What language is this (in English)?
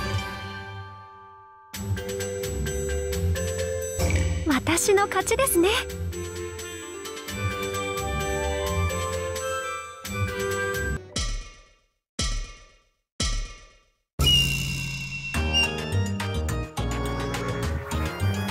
Japanese